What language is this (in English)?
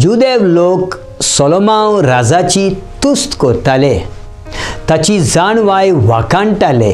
Konkani